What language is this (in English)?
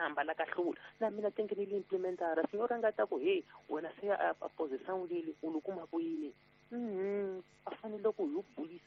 Tsonga